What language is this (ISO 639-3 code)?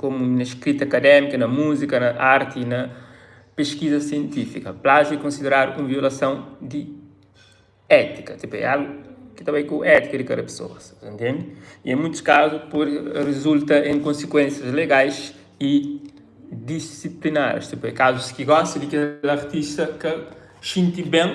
kea